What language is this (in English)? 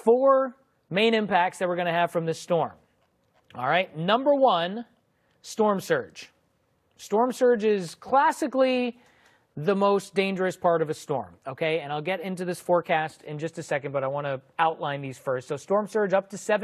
English